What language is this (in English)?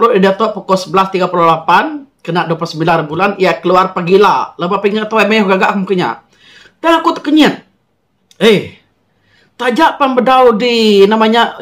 Iban